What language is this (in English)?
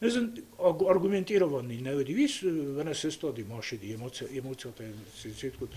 Ossetic